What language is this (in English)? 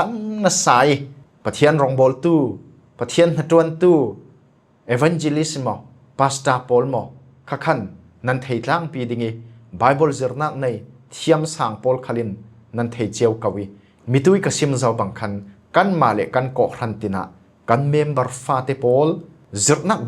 Falam Chin